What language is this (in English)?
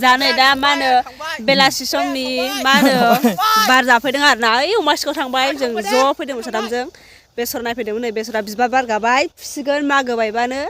Bodo